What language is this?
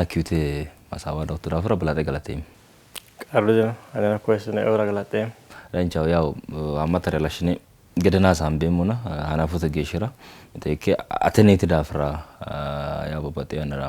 Sidamo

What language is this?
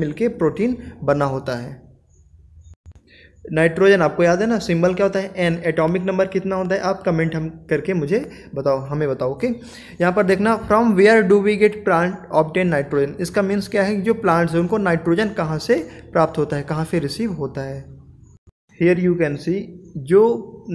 Hindi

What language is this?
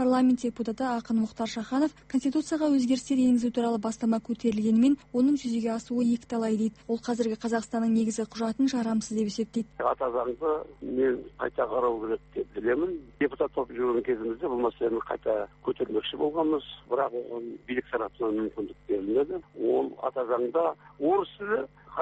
Kazakh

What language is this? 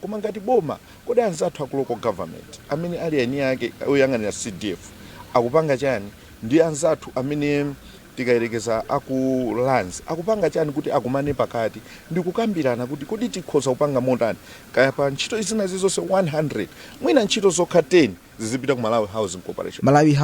Nyanja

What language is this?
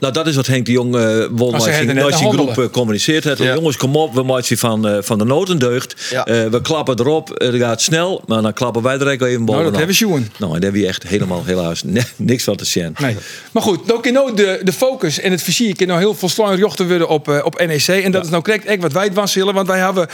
Western Frisian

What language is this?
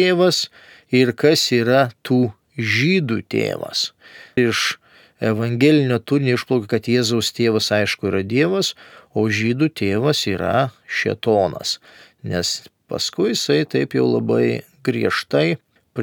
Lithuanian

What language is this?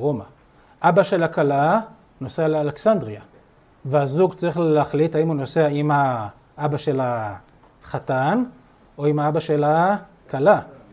Hebrew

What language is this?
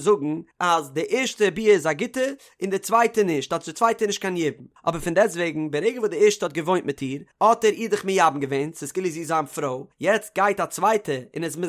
Yiddish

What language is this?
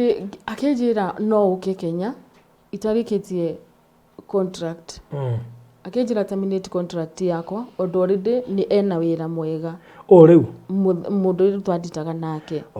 Kikuyu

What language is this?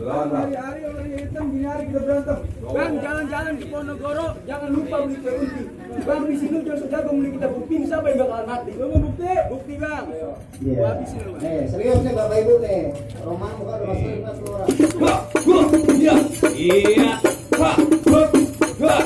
Betawi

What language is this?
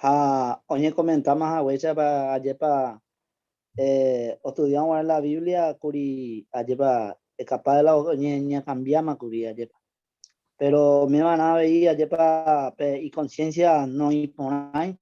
Guarani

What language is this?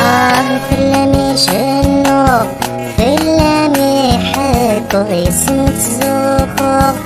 Kabyle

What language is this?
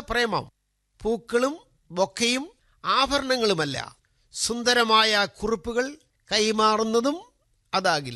Malayalam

